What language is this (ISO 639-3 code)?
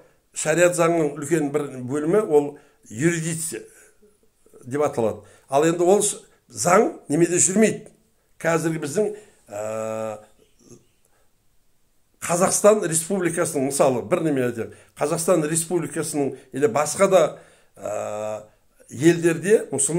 kaz